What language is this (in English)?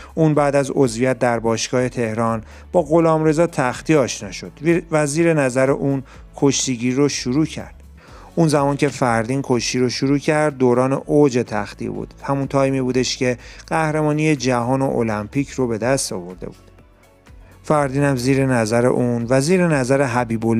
Persian